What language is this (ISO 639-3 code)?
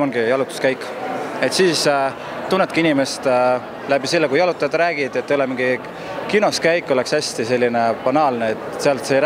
est